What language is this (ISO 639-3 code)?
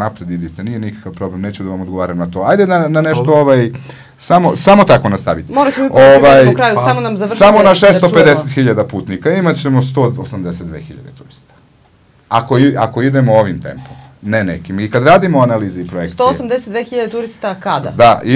srp